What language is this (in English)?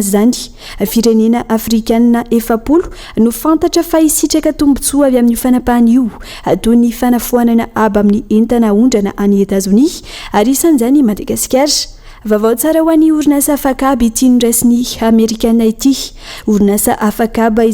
Malagasy